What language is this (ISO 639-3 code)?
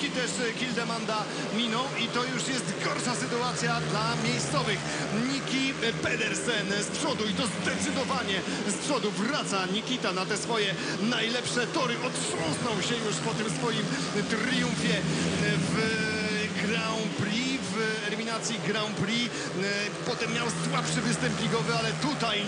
pol